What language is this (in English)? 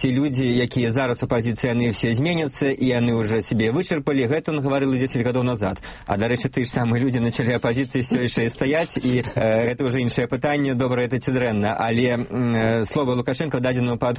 Belarusian